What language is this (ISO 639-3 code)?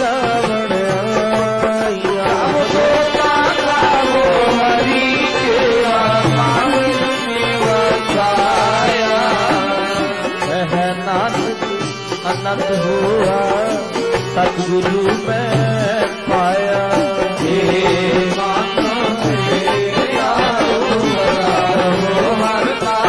pan